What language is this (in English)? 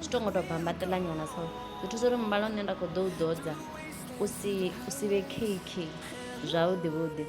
Venda